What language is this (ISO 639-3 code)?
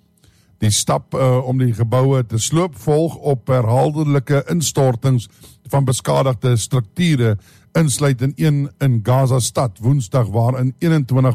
afr